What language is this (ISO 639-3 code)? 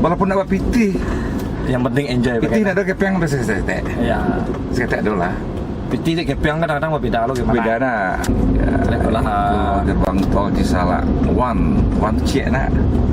min